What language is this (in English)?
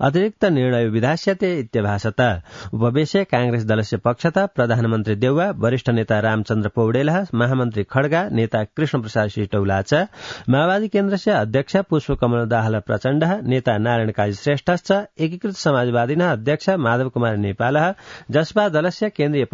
Sanskrit